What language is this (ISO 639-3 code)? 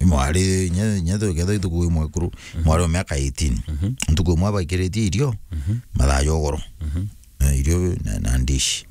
mer